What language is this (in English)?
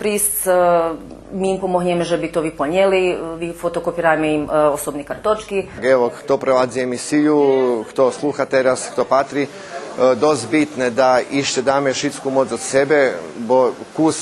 Rusyn